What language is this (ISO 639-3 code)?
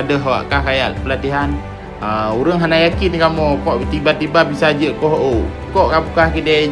ace